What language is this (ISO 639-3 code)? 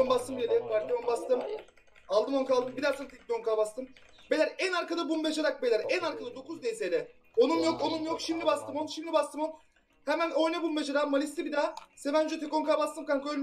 tur